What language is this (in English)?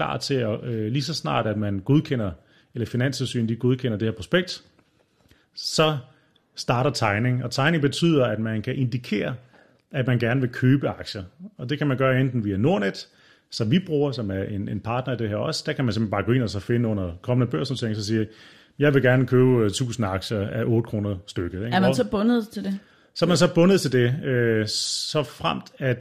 Danish